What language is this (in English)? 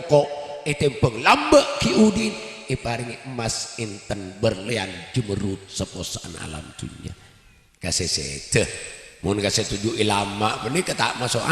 Madurese